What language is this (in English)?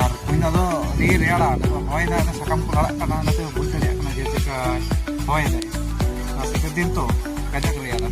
Santali